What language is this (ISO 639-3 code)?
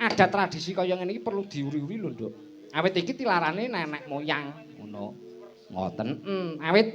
jav